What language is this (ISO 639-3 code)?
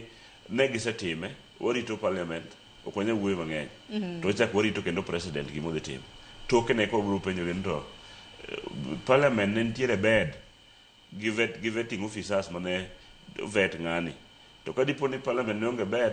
luo